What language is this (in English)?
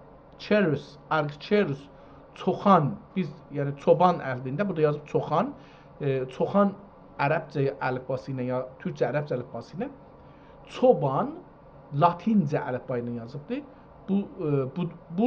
South Azerbaijani